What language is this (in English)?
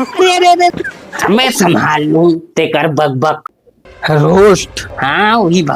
Chhattisgarhi